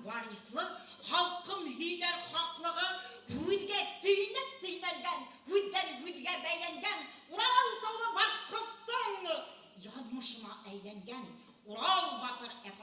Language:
Bashkir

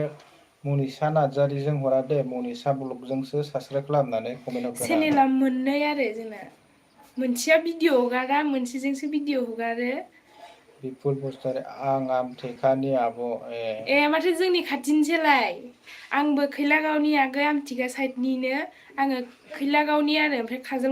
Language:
Bodo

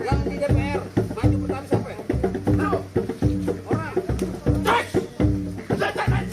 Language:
Betawi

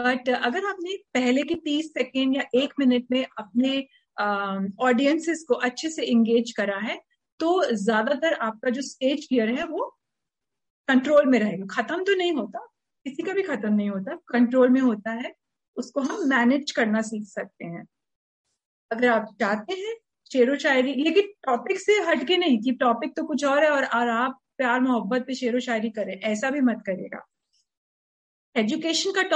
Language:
Hindi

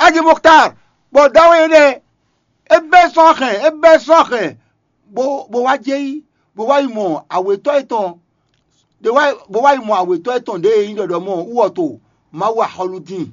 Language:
Fon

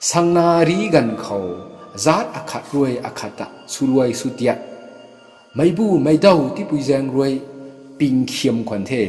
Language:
Rongmei Naga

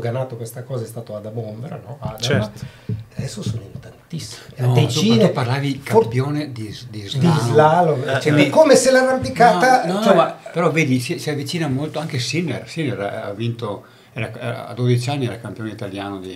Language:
Italian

